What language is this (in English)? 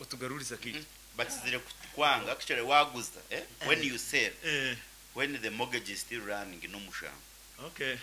Nyankole